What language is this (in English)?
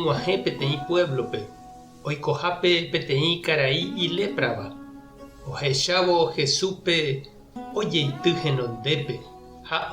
Guarani